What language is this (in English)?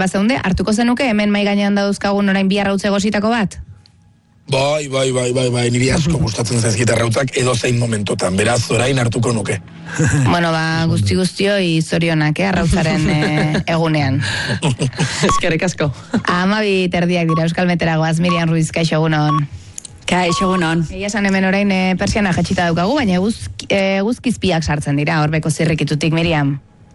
Basque